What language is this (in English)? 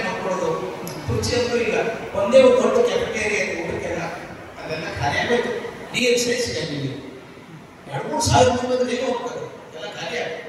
Kannada